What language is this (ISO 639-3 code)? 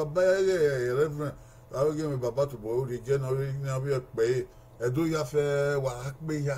bin